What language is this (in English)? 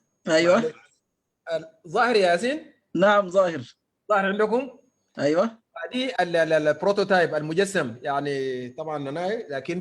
Sudanese Arabic